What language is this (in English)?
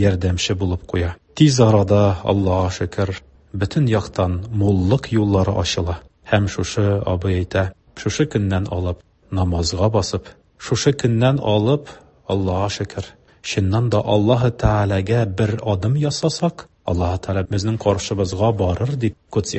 Tatar